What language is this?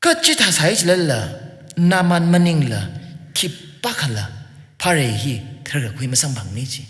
Tangkhul Naga (India)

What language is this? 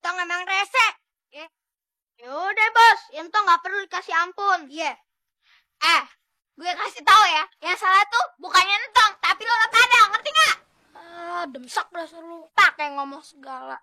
Betawi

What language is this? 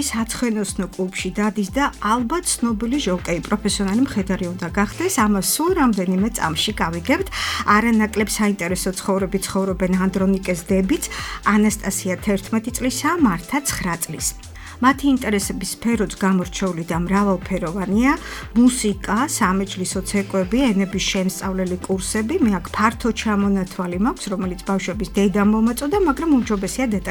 Georgian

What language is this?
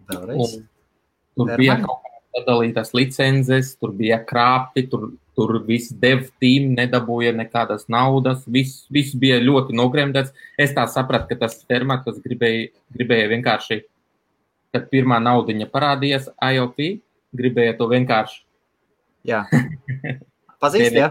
Latvian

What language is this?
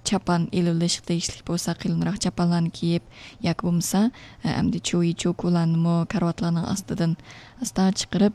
Uyghur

